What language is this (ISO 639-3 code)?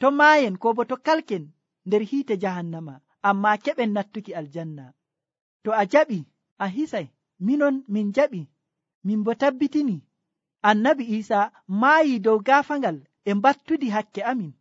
fuv